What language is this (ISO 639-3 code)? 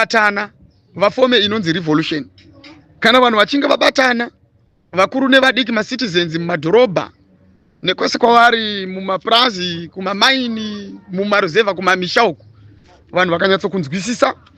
sna